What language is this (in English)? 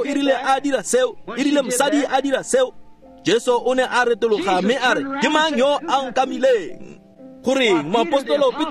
Tswana